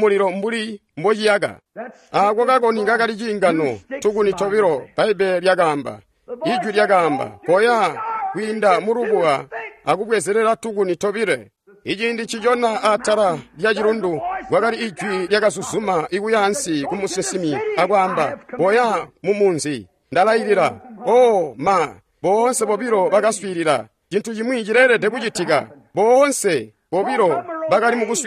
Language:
Tonga (Zambia)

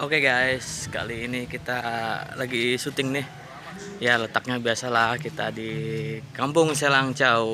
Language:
Betawi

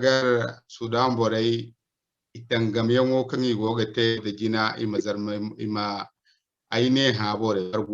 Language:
Zarma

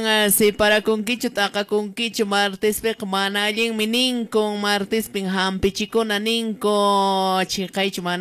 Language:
Quechua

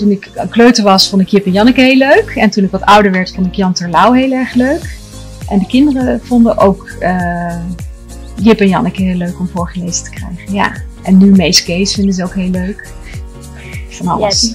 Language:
Dutch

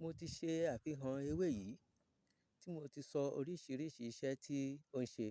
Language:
Yoruba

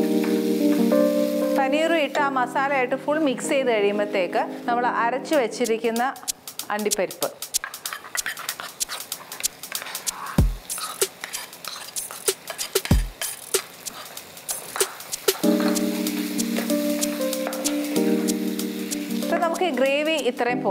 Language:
Malayalam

